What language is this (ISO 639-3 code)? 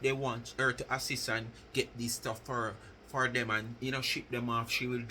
jam